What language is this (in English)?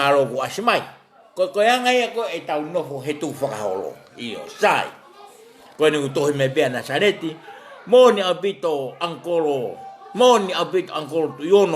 Tongan